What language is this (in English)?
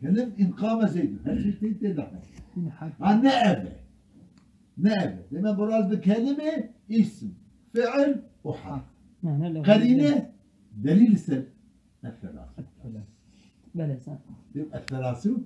Kurdish